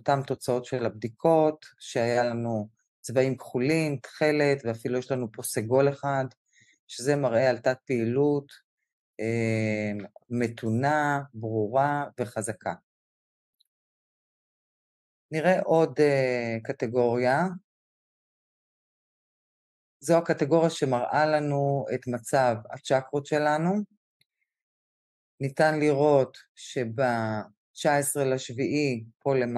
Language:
Hebrew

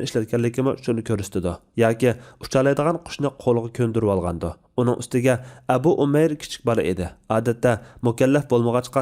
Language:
Uyghur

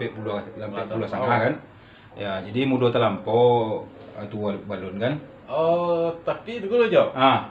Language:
Minangkabau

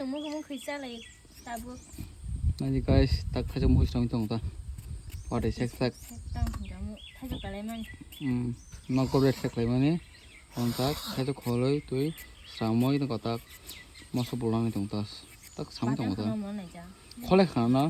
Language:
Kok Borok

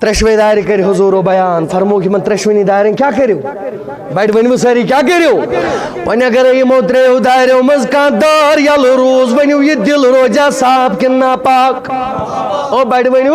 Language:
Kashmiri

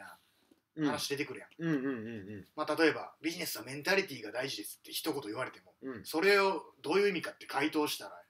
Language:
Japanese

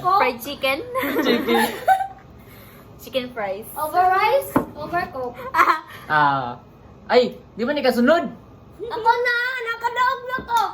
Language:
Cebuano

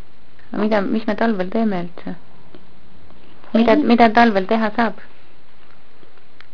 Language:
Estonian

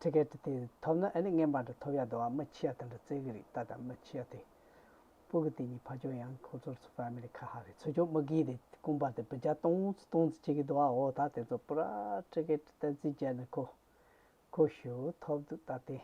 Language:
Tibetan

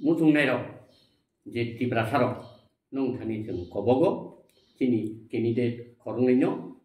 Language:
Kok Borok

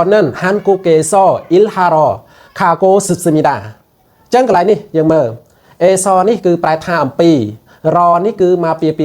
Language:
Khmer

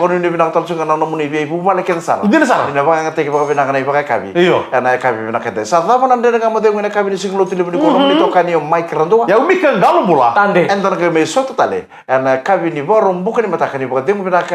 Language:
Fijian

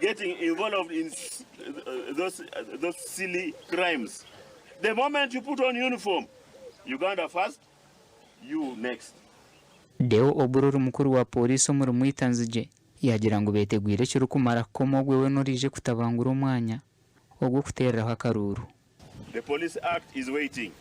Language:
Nyankole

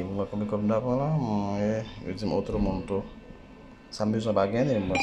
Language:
Haitian Creole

